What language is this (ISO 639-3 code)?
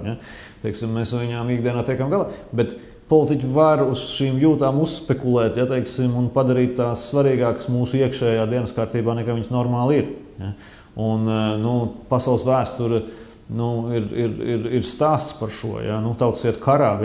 lav